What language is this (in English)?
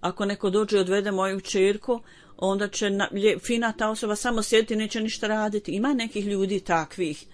Bosnian